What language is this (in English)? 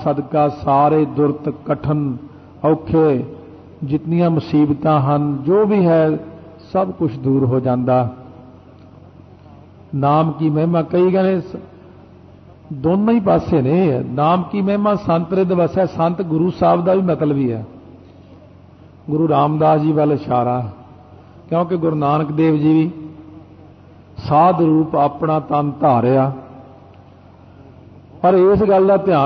Punjabi